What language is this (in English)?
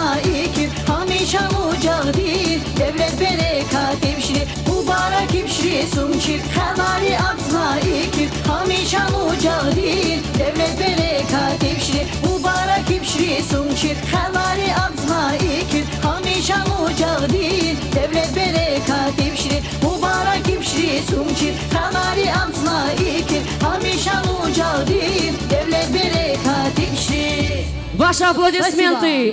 Tabassaran